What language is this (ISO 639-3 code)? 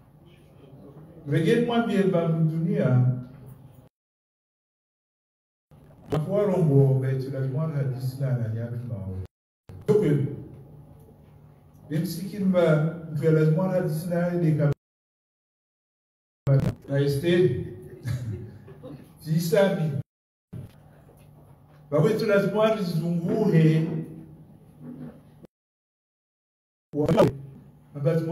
swa